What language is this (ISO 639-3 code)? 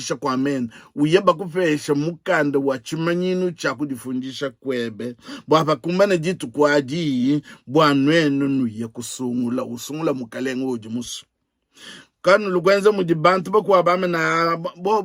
lua